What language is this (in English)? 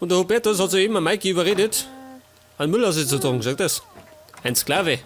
Bavarian